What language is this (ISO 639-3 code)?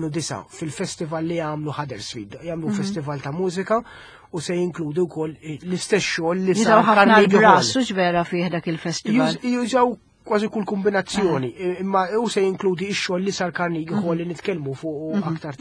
mlt